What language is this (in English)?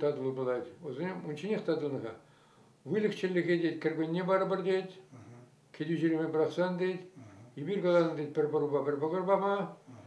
Chuvash